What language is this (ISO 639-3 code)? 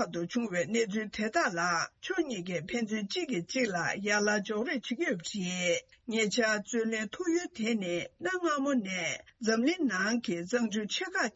bod